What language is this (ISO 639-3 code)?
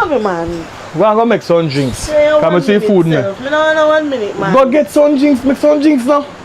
jam